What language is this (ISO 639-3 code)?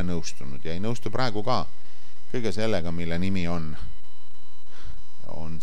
est